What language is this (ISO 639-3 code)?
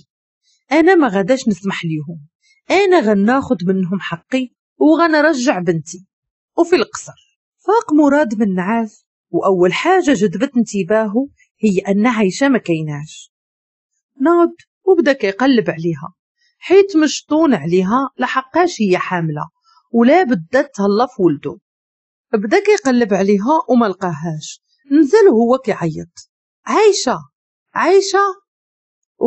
ary